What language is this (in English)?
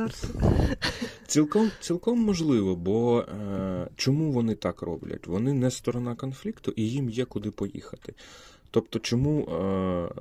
Ukrainian